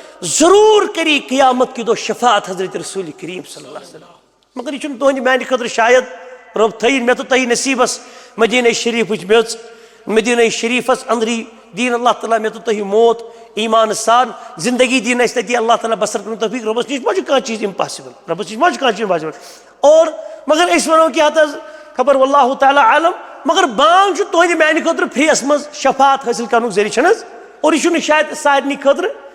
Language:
Kashmiri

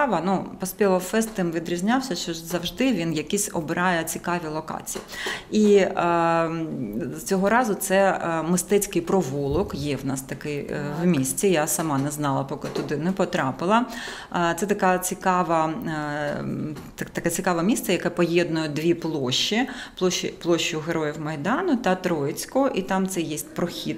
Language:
Ukrainian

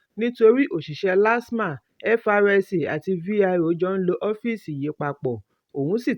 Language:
Yoruba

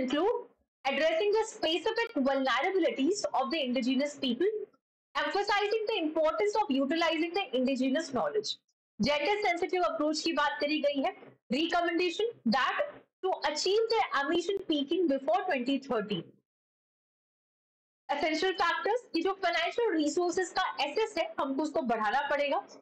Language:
Hindi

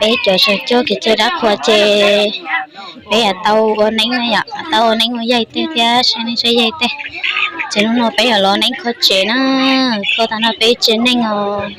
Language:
Hmong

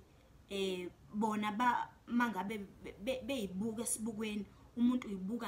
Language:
Zulu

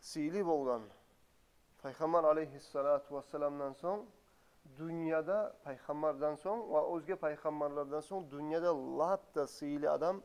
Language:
Kumyk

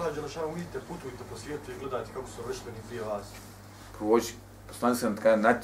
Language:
Bosnian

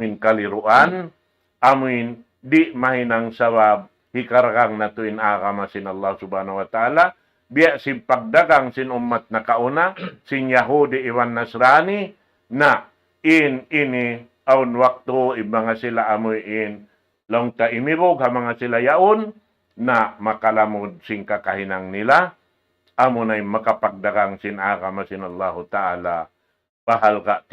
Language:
Tausug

